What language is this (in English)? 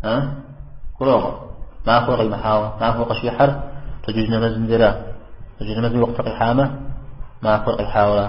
Kabardian